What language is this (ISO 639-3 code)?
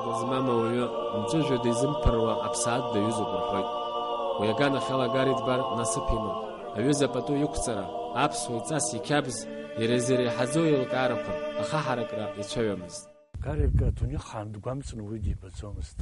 abk